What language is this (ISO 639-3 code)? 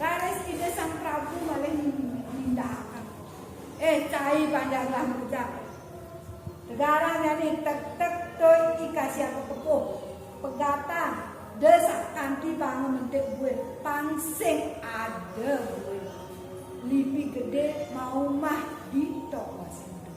ban